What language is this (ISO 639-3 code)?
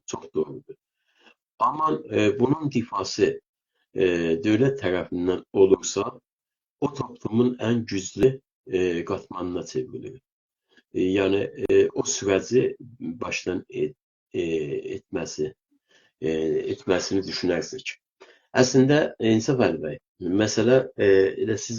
azb